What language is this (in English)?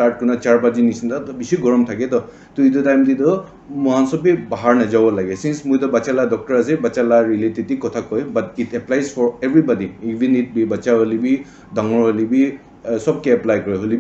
Naga Pidgin